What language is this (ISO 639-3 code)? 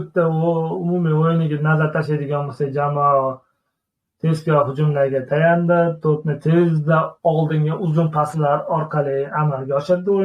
uzb